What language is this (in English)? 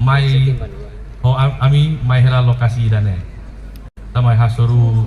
Tetum